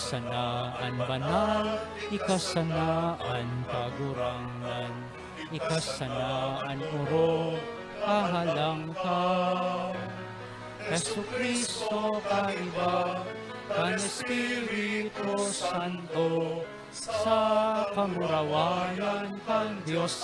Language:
Bikol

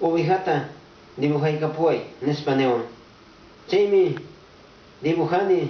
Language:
Quechua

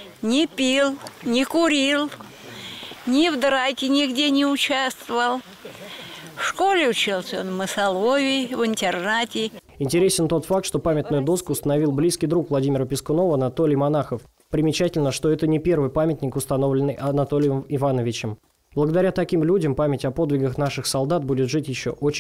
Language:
Russian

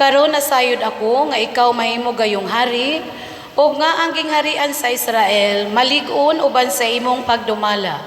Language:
Cebuano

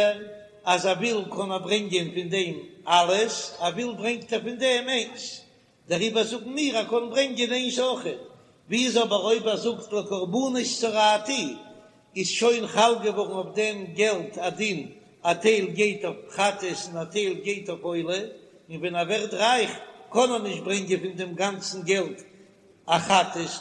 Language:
Yiddish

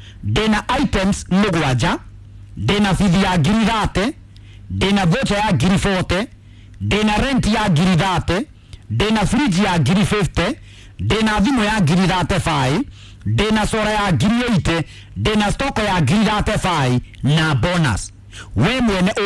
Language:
Kikuyu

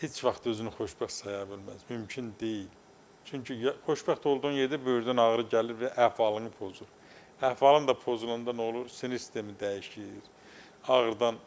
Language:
Azerbaijani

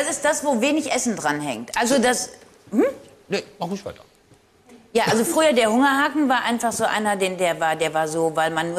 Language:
German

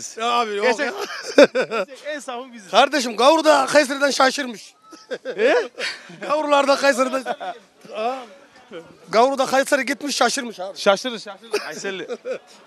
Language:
Turkish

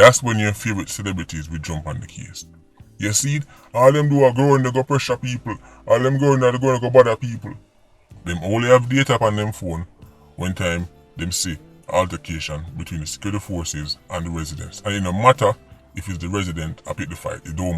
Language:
Jamaican Creole English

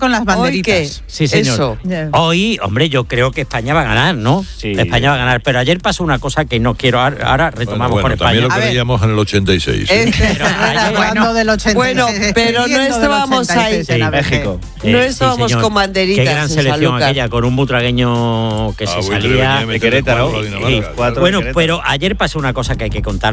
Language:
Spanish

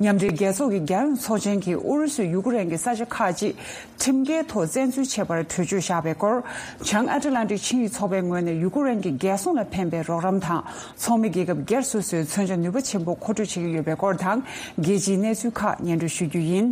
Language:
Tibetan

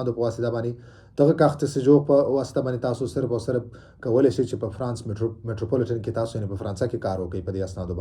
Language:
Pashto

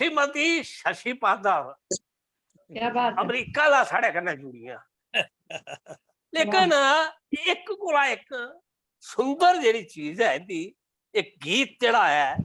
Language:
Dogri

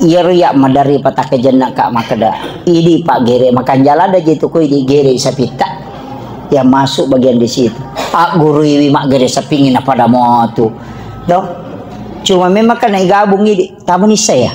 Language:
Buginese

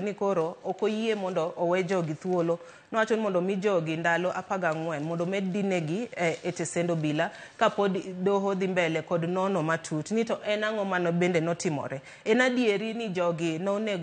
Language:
Luo (Kenya and Tanzania)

